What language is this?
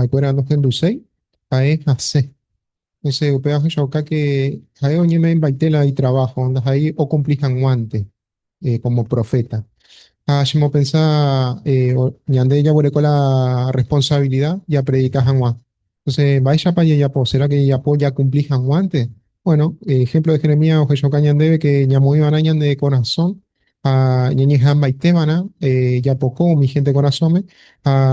Guarani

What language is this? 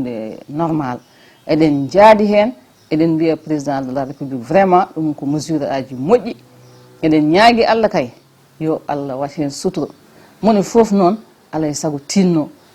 Fula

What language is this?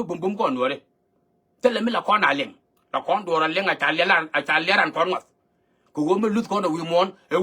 Nuer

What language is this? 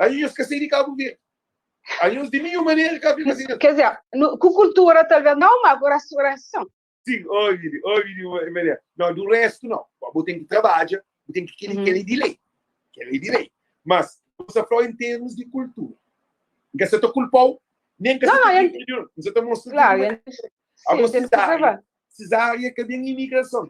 Kabuverdianu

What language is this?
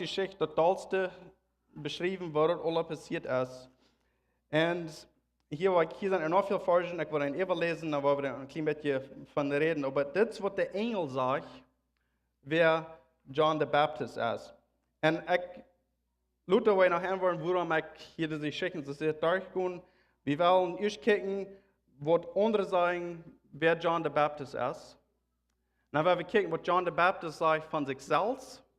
Plautdietsch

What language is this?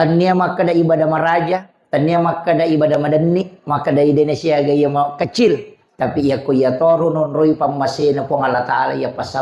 Buginese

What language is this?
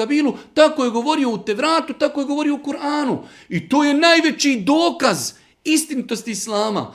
Bosnian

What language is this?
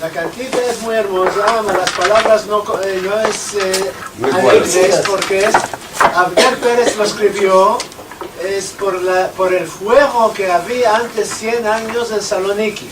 Ladino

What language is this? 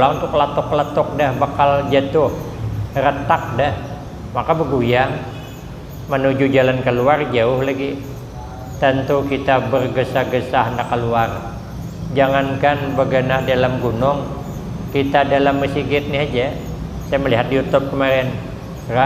Banjar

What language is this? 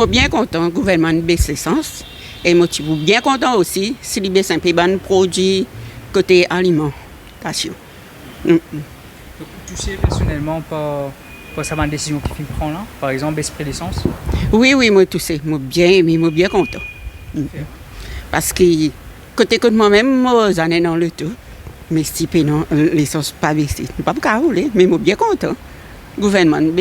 Morisyen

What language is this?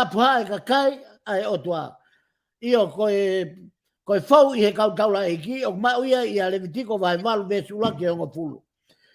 Tongan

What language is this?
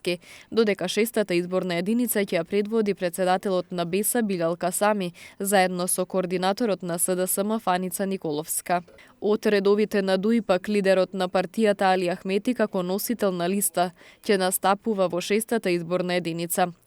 Macedonian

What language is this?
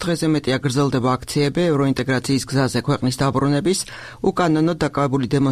Georgian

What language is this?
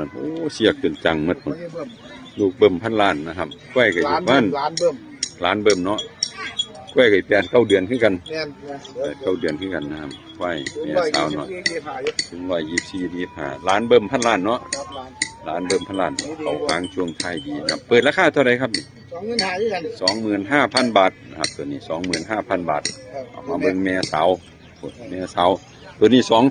Northeastern Thai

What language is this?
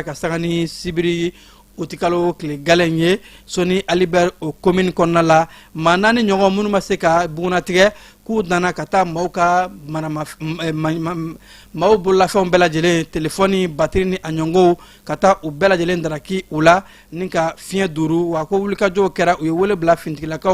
Bambara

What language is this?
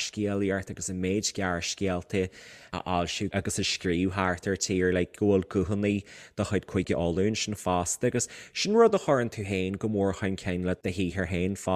Irish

